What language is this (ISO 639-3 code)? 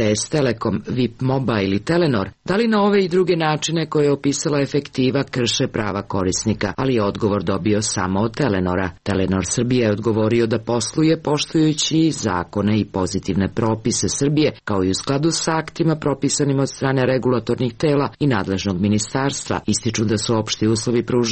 srp